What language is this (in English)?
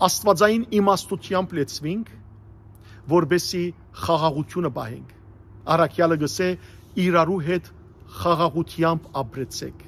Western Armenian